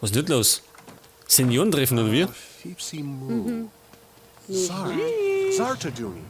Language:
Bavarian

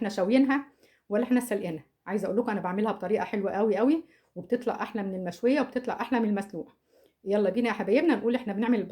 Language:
Egyptian Arabic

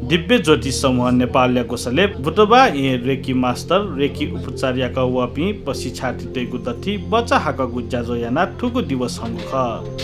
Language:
Newari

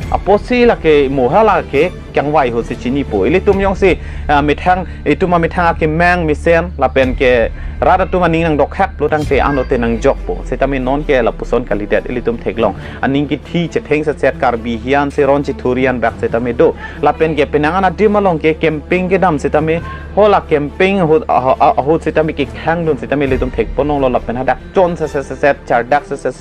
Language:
Karbi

